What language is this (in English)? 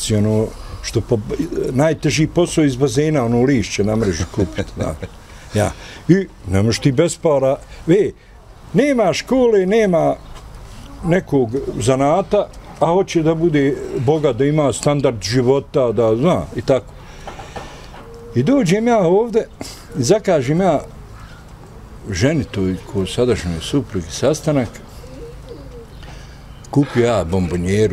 Bosnian